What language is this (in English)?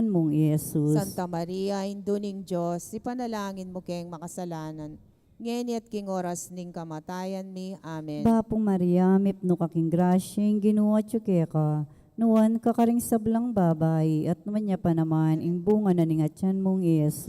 Pampanga